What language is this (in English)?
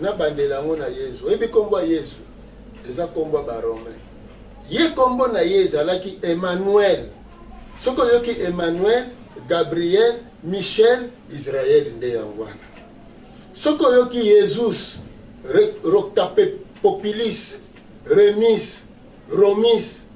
Lingala